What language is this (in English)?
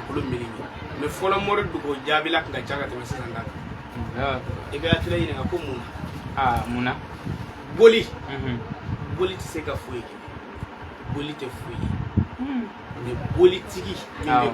Bambara